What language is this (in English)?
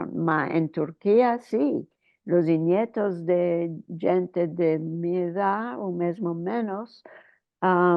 Ladino